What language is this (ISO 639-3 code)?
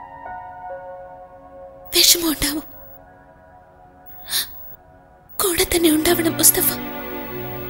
mal